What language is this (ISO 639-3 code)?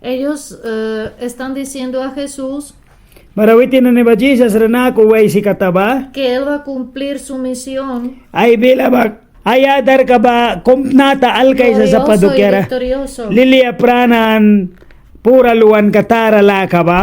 miq